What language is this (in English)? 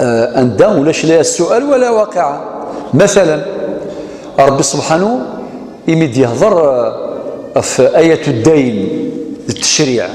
Kabyle